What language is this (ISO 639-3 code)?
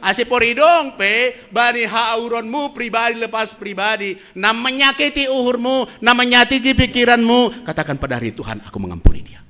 bts